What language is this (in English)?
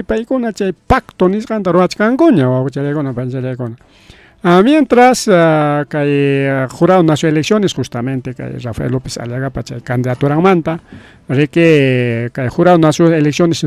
Ayacucho Quechua